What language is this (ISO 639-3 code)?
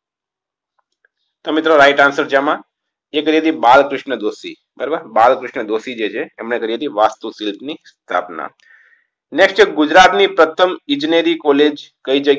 guj